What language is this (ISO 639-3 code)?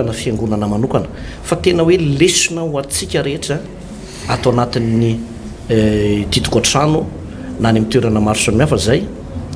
mlg